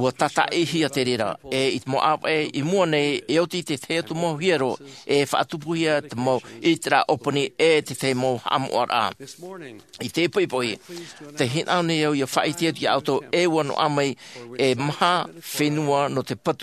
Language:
Tahitian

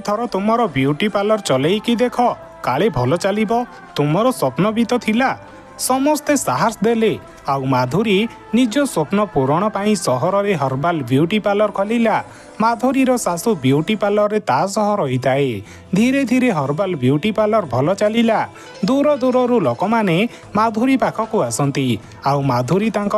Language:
Odia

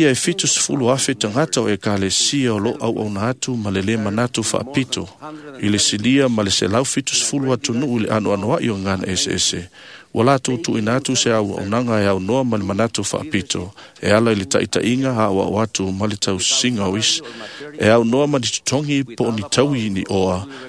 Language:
Samoan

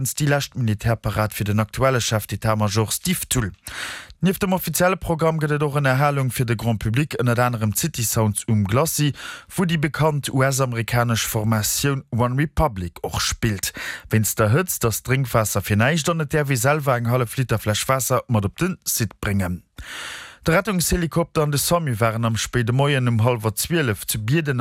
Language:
Luxembourgish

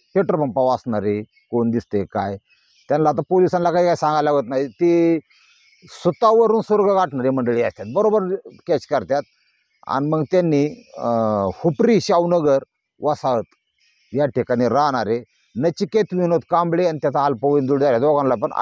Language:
Marathi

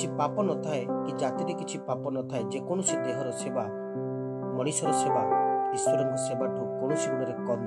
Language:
Odia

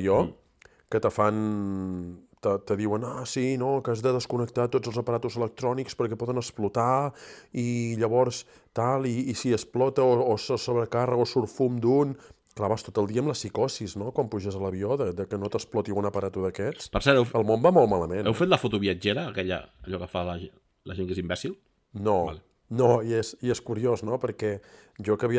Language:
Catalan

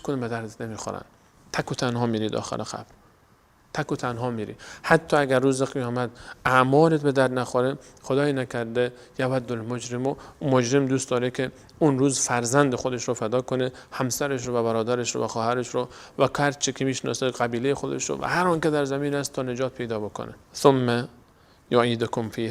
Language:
Persian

